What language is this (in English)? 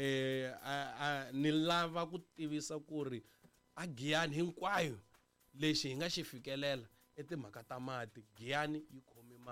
Tsonga